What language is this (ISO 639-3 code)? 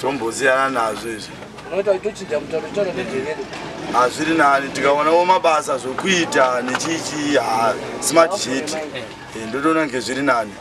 sna